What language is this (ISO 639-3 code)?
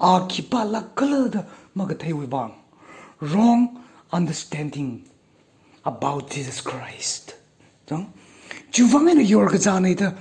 nmf